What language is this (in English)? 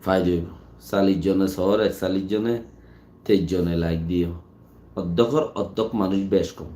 Rohingya